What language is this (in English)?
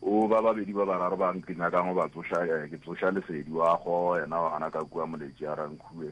Northern Sotho